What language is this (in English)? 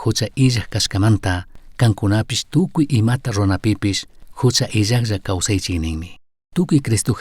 Chimborazo Highland Quichua